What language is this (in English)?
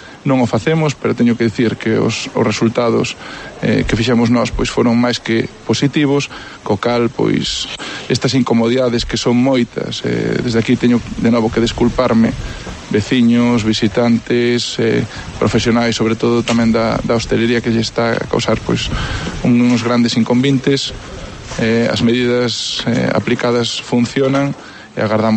Galician